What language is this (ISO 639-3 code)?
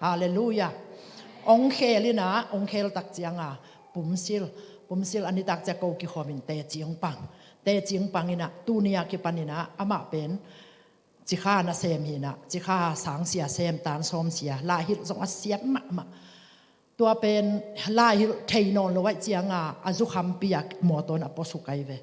ctd